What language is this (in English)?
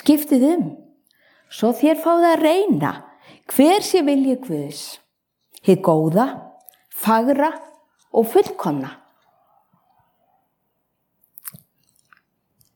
Icelandic